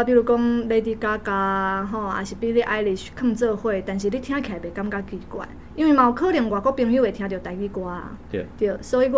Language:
Min Nan Chinese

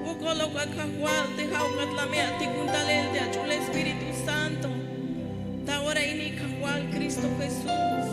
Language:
Tzeltal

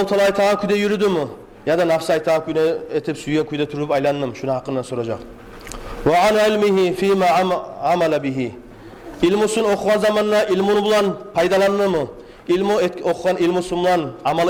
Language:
Kumyk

